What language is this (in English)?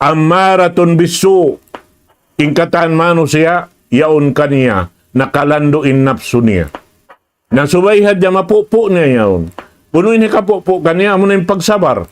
Tausug